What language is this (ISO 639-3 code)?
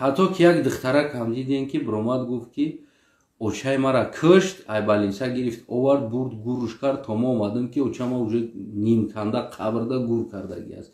tgk